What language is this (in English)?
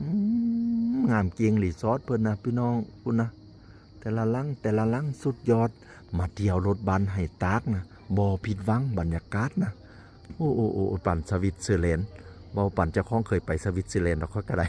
Northeastern Thai